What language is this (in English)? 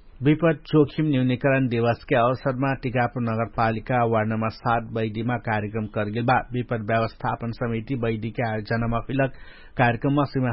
Dangaura Tharu